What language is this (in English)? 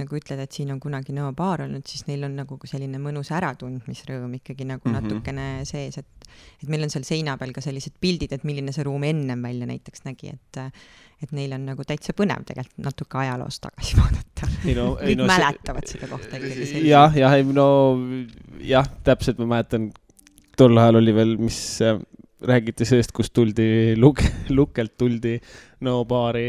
Estonian